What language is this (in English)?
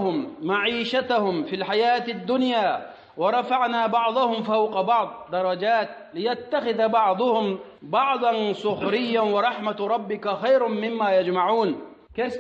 Chechen